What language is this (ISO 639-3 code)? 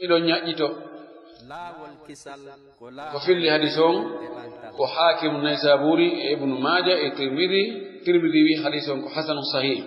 fuf